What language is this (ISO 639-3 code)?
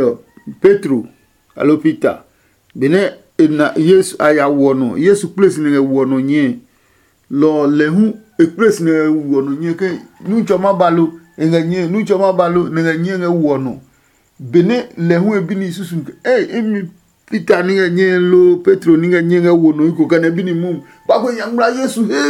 ada